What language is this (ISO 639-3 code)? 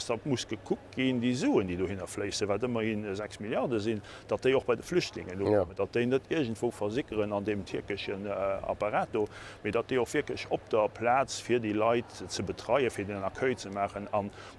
ltz